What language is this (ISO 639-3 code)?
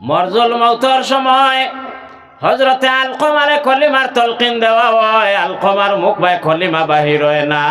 syl